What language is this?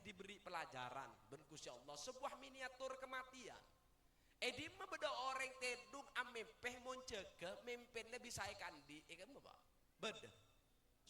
Madurese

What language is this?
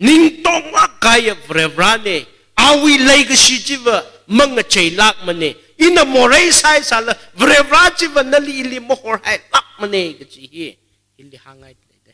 Tangkhul Naga (India)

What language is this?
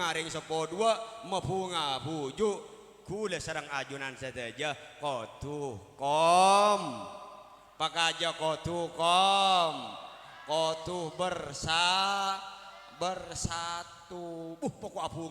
Madurese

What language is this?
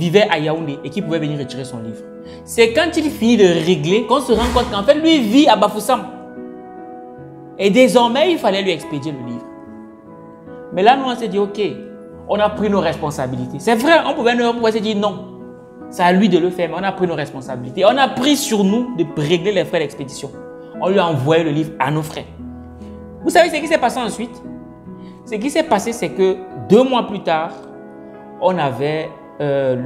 French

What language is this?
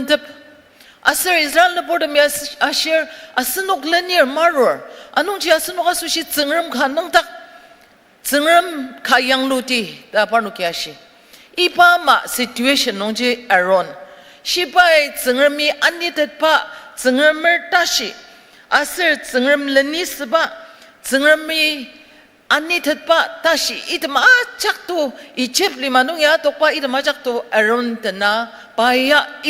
Ao Naga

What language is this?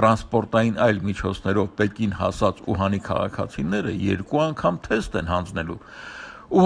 Armenian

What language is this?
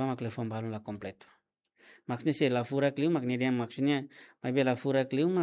Tetum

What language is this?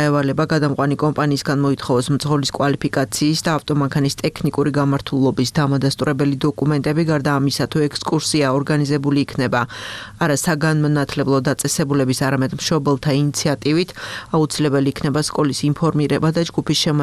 Georgian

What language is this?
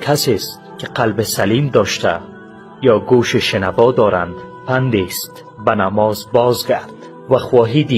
Persian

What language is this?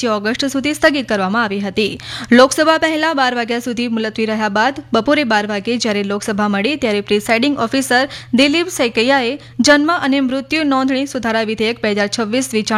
Gujarati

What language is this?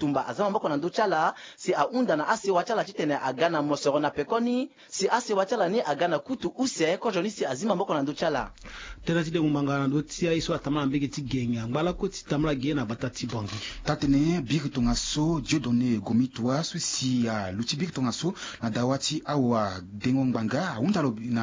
Sango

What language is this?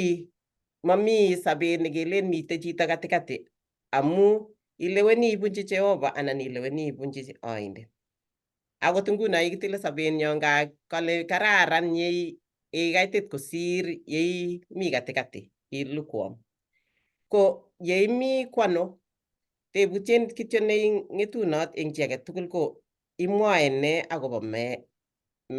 Kalenjin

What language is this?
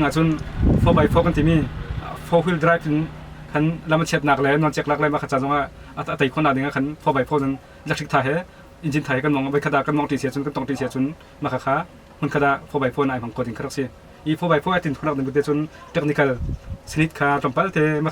Hakha Chin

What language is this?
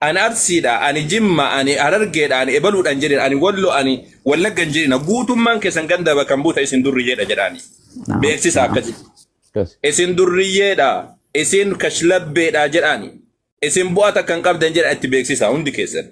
Oromo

